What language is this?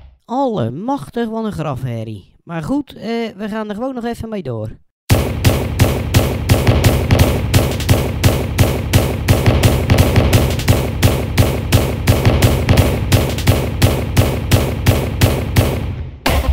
Dutch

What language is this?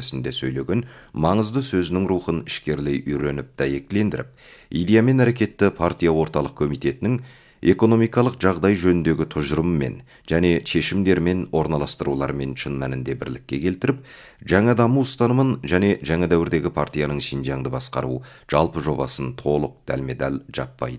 Kazakh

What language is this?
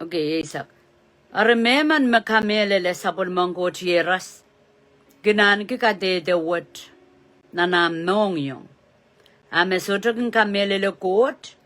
Pohnpeian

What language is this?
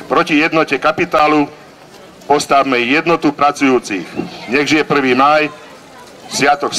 Slovak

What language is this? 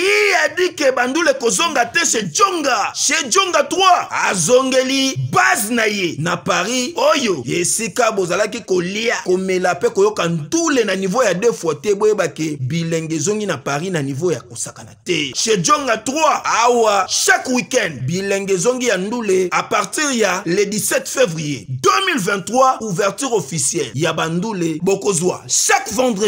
Lingala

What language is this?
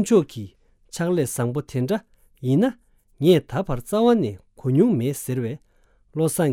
Tibetan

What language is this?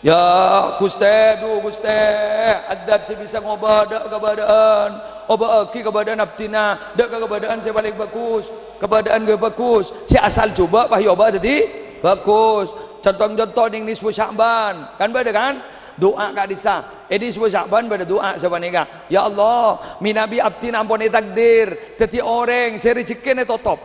Madurese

